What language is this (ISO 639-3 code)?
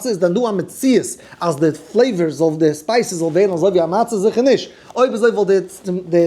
yid